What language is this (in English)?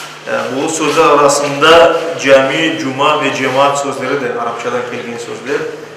Crimean Tatar